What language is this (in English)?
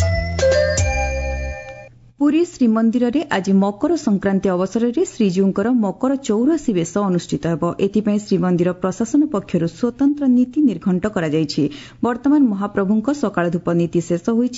Odia